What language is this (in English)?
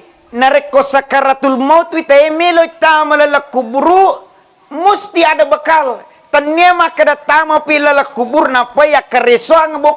Buginese